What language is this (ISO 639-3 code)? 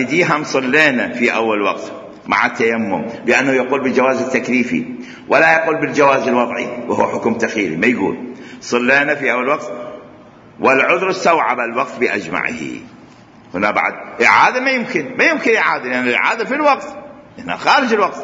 acm